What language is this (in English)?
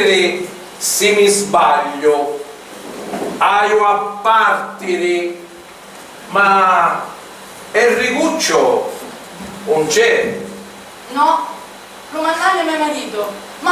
Sicilian